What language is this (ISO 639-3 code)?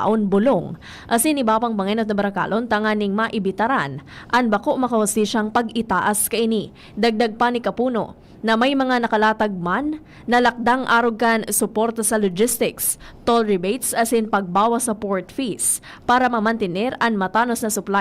bik